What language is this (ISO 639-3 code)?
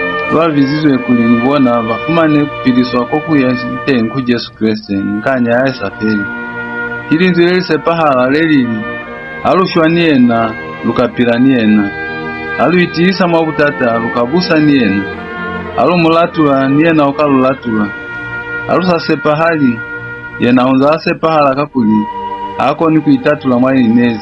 loz